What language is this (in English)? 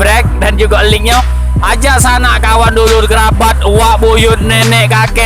Musi